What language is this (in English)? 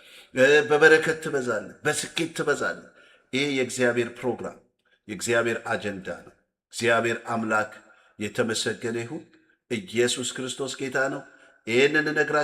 Amharic